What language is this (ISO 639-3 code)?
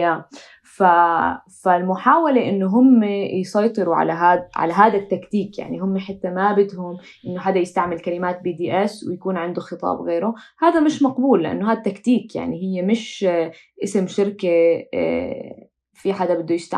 apc